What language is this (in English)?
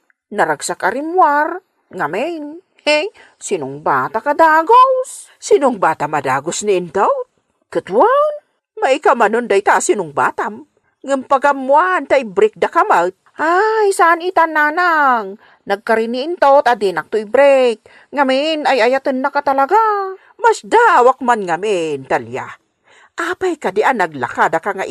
Iloko